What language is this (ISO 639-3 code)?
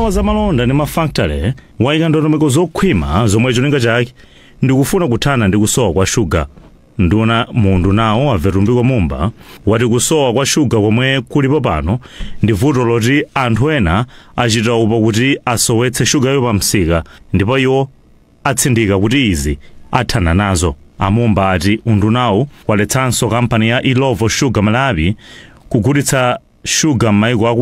nya